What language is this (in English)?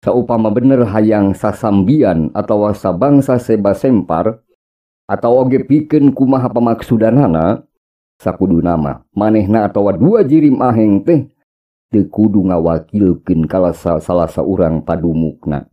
Sundanese